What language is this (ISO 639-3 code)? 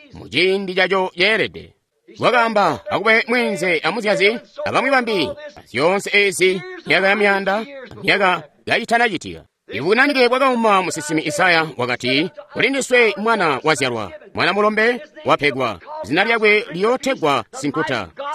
toi